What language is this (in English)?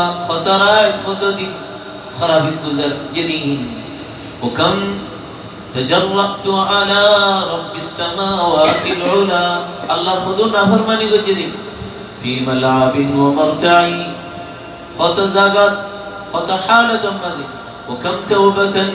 Rohingya